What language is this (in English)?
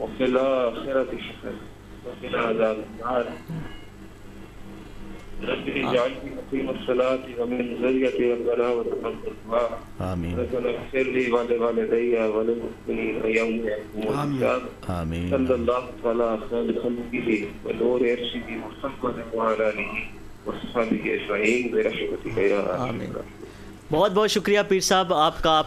Urdu